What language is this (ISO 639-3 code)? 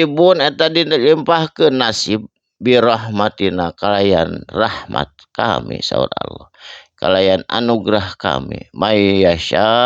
sun